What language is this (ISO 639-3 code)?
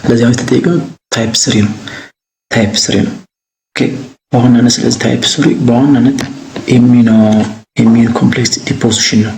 amh